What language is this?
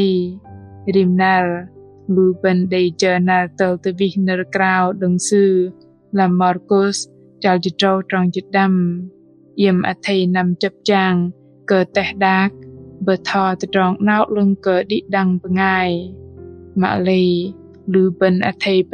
Bahnar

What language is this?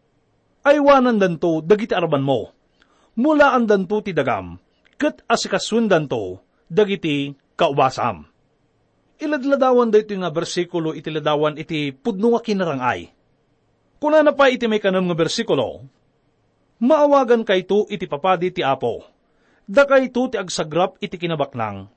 Iloko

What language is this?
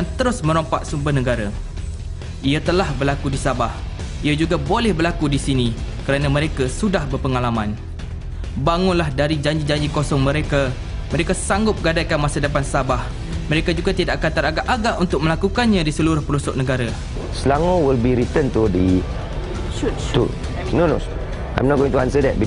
Malay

